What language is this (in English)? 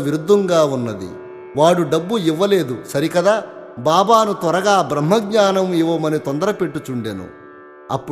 Telugu